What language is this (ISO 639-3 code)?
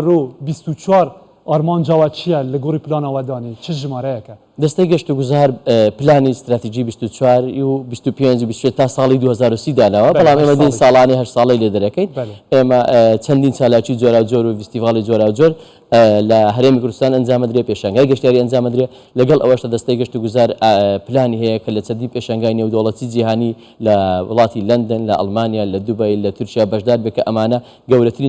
ckb